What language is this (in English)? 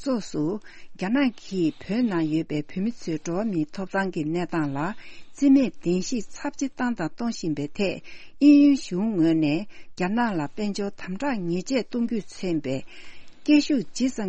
Tibetan